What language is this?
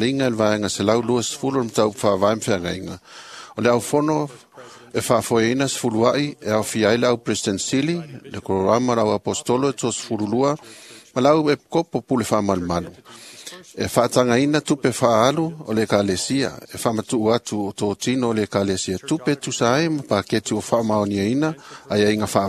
Samoan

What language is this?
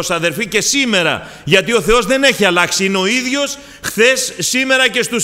Greek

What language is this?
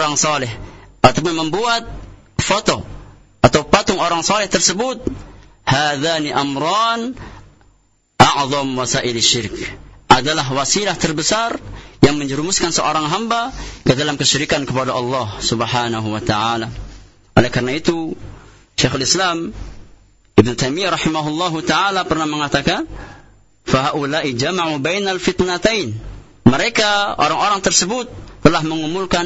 Indonesian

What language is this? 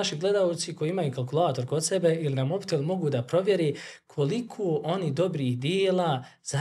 Bosnian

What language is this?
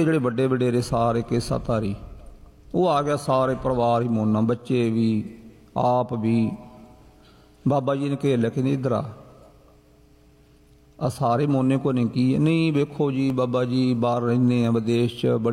Punjabi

